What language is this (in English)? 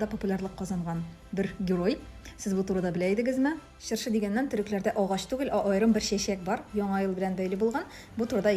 Tatar